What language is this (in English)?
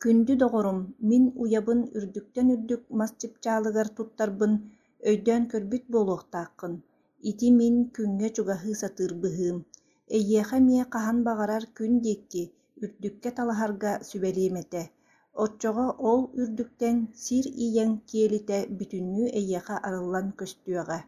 Yakut